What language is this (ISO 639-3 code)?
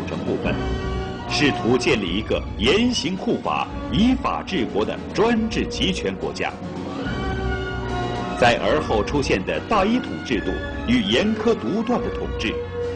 zho